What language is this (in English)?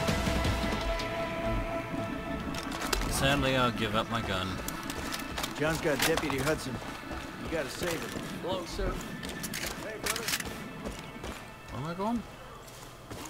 English